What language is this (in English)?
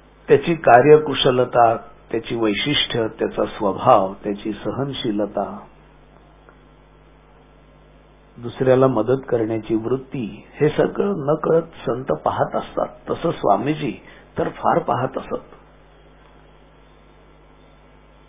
Marathi